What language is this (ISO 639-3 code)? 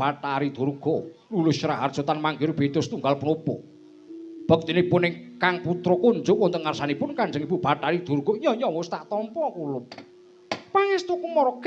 jav